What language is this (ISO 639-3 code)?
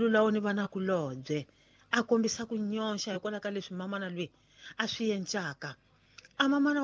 tso